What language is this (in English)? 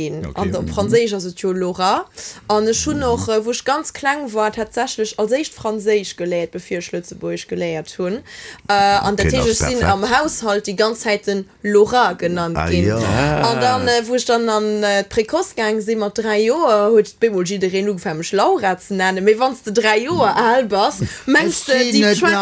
Luxembourgish